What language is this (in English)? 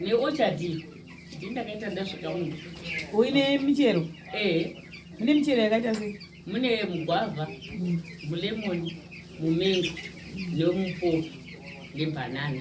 Shona